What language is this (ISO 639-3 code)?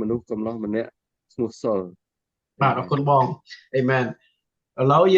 khm